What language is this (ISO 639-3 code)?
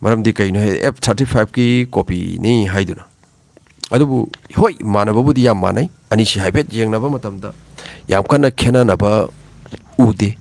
mni